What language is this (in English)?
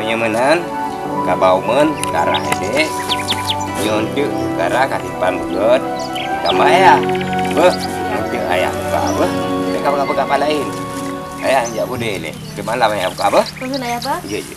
Achinese